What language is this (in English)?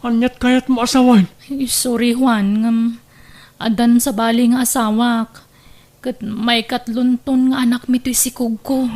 Iloko